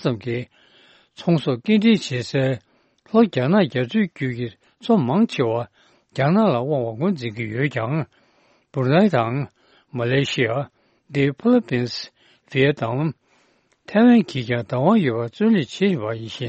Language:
Tibetan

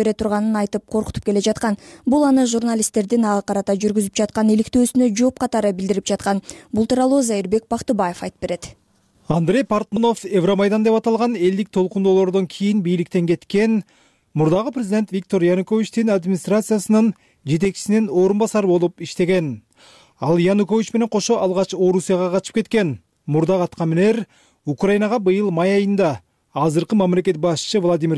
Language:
Kyrgyz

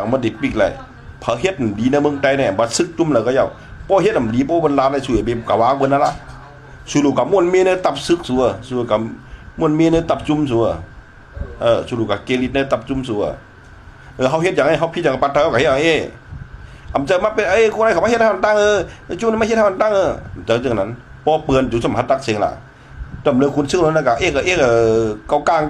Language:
Shan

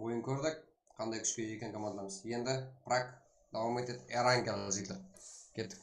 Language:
Kara-Kalpak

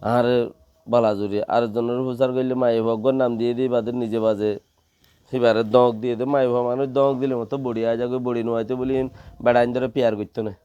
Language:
Rohingya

